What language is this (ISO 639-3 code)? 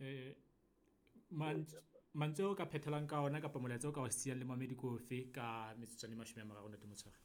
sot